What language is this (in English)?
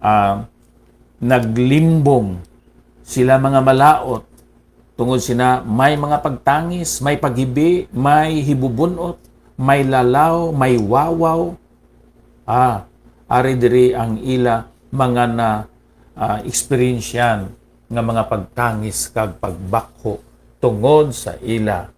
Hiligaynon